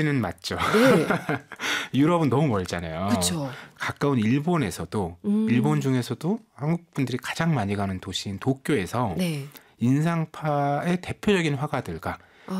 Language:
Korean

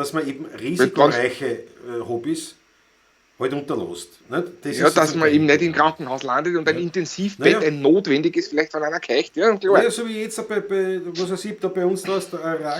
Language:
Bavarian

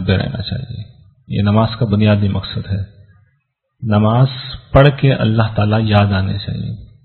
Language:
Urdu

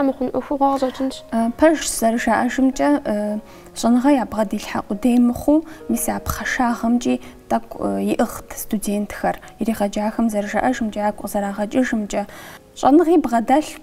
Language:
Kabardian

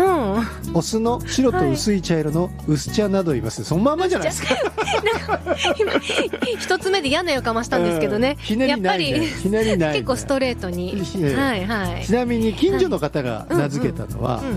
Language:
Japanese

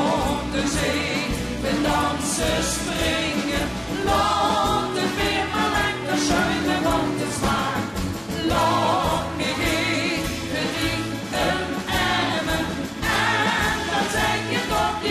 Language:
Limburgish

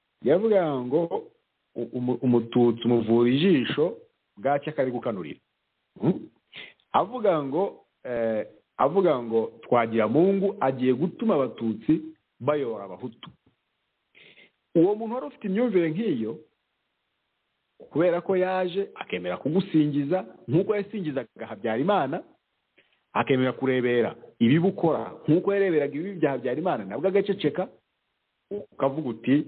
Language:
Kinyarwanda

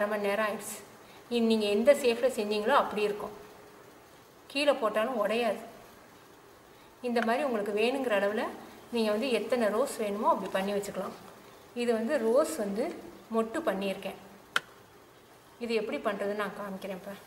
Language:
Tamil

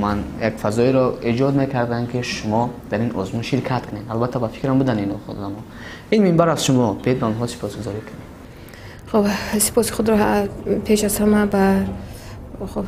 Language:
Tajik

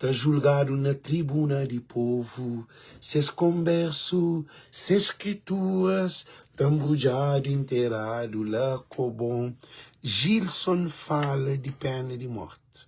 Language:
Kabuverdianu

